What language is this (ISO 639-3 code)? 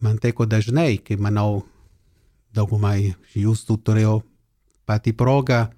lit